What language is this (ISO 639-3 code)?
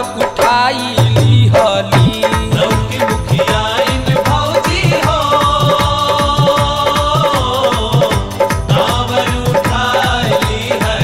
bho